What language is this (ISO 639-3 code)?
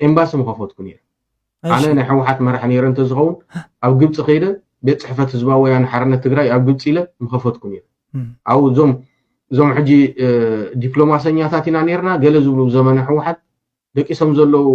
tir